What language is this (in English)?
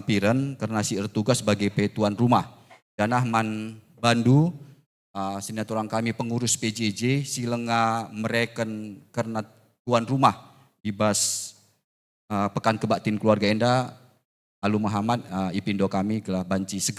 Batak Karo